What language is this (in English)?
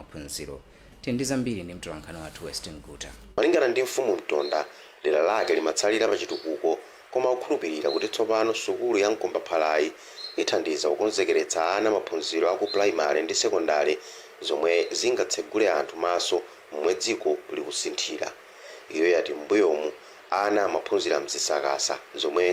Nyanja